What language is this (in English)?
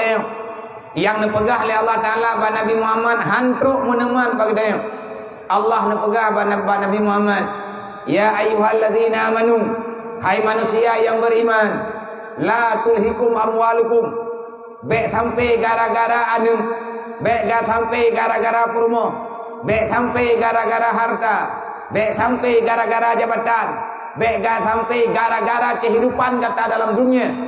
Achinese